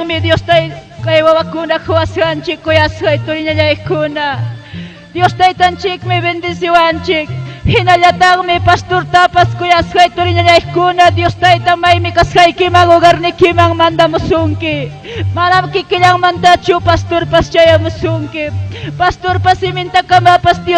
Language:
Ayacucho Quechua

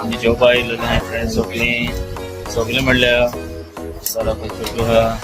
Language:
Konkani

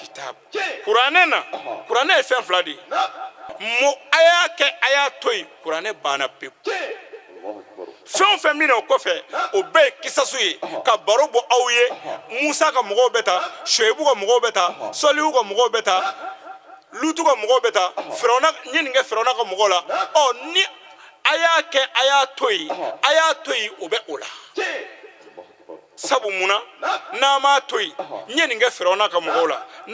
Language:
Bambara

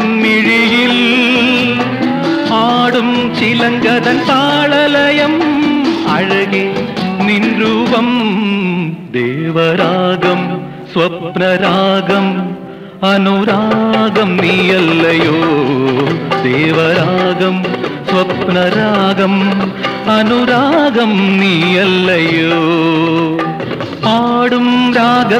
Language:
Malayalam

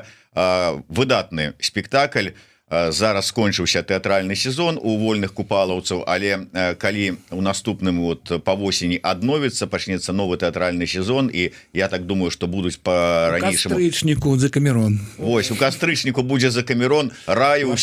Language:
Belarusian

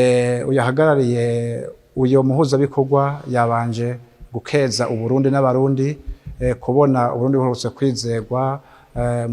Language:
Rundi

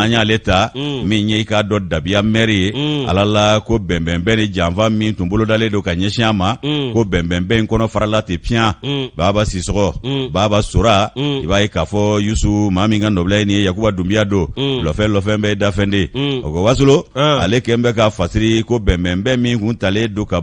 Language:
Bambara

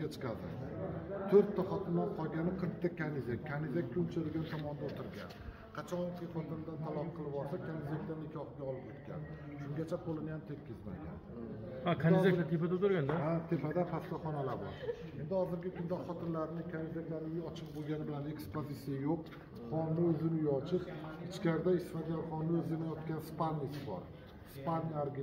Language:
Uzbek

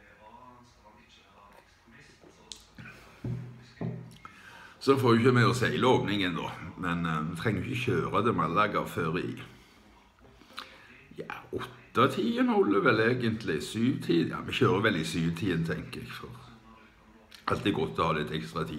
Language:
Norwegian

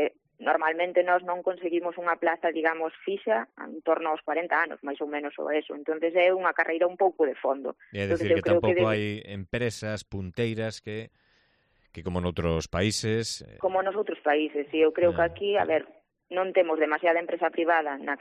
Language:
Galician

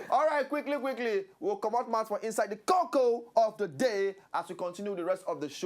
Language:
Nigerian Pidgin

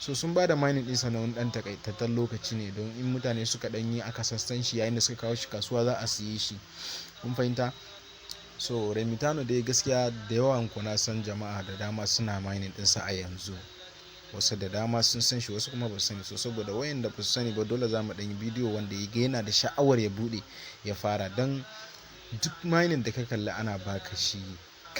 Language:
Hausa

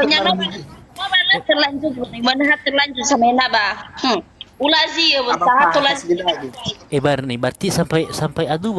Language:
Nias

